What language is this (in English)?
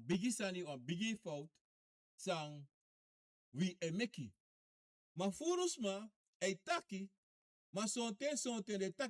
Sranan Tongo